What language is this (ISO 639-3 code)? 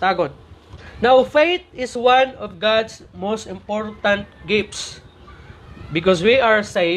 ceb